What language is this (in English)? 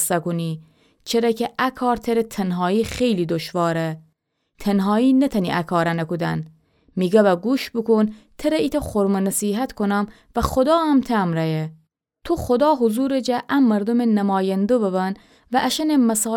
Gilaki